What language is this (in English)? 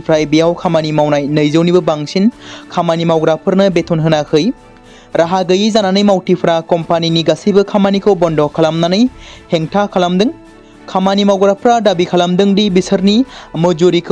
Bodo